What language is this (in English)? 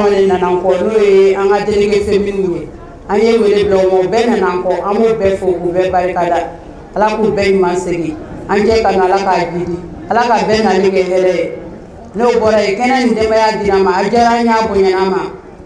Bambara